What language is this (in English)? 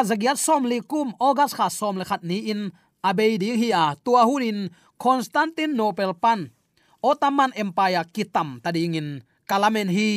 Tedim Chin